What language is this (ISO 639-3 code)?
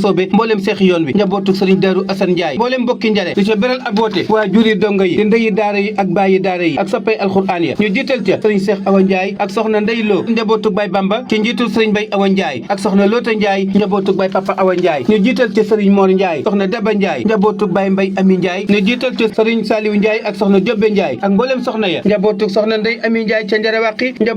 wol